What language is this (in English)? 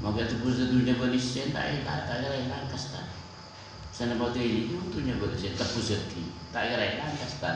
Madurese